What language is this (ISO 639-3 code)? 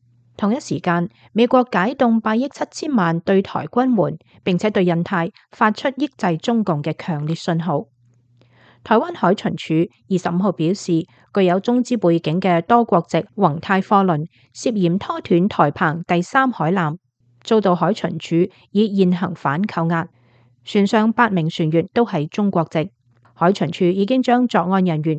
yue